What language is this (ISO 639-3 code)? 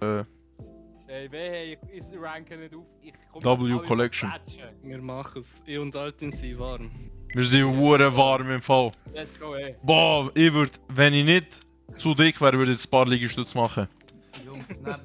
gsw